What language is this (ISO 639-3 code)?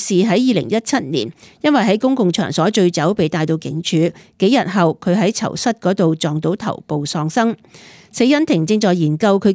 yue